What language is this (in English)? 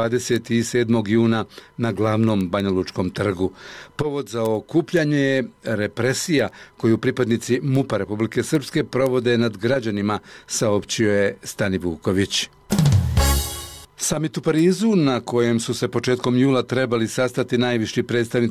Bosnian